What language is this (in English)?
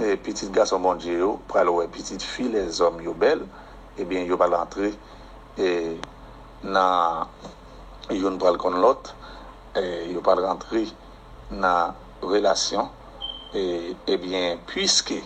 Haitian Creole